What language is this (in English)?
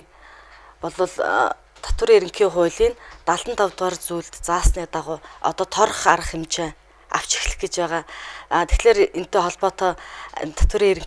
Mongolian